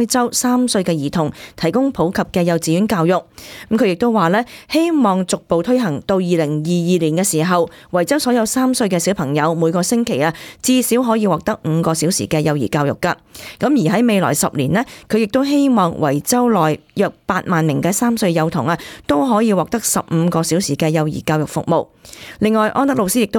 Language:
Cantonese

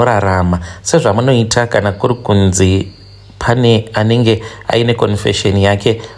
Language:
Shona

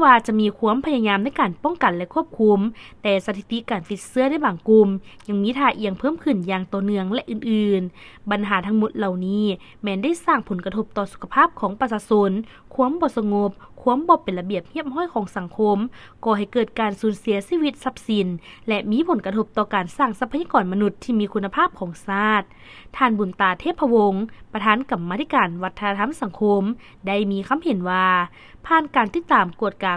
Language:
Lao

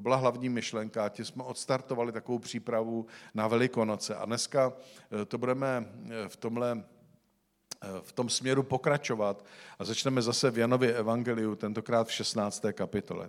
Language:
Czech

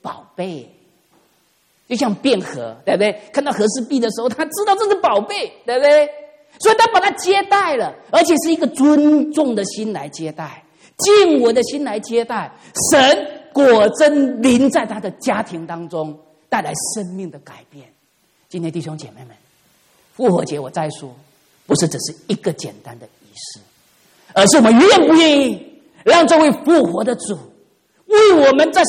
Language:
Chinese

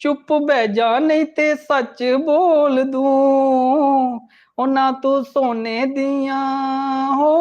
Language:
Dogri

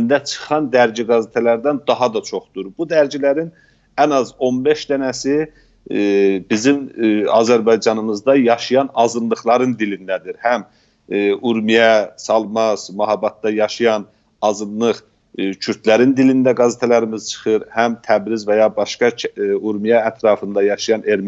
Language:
South Azerbaijani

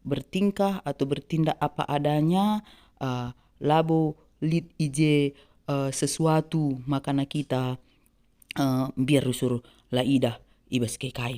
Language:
Batak Karo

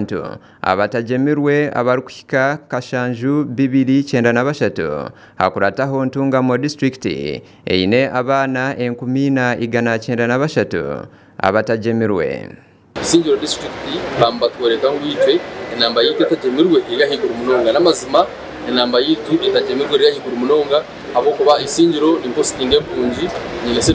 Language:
Nyankole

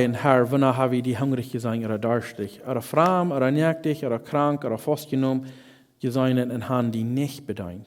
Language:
Plautdietsch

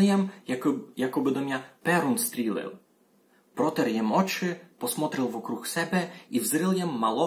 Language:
Rusyn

